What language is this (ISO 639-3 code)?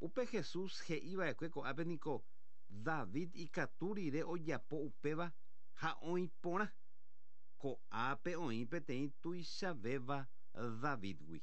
grn